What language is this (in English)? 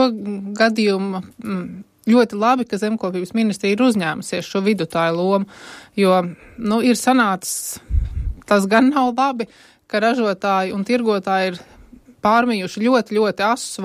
Latvian